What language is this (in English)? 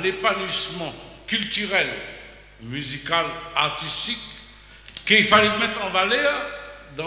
Réunion Creole French